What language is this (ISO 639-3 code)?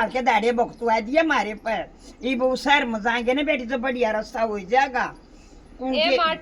bgc